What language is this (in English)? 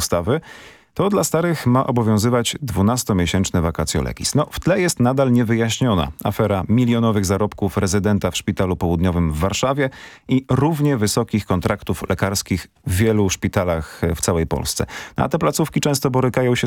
Polish